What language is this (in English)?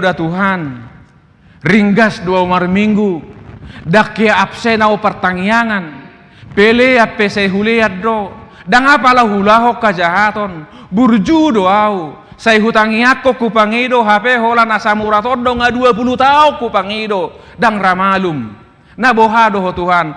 Batak Toba